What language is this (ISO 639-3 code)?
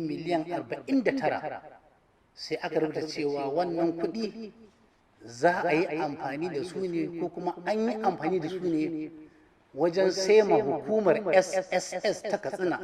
hau